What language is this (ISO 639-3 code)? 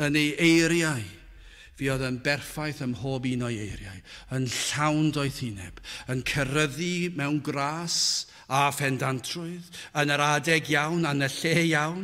cym